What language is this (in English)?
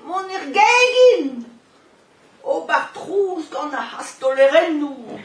Breton